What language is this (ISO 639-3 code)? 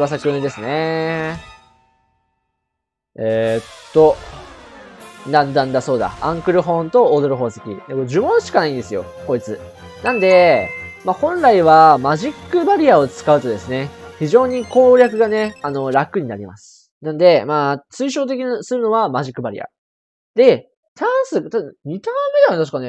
jpn